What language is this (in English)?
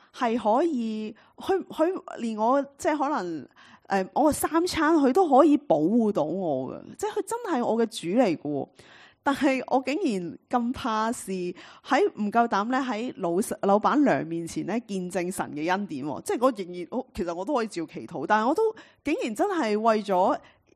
Cantonese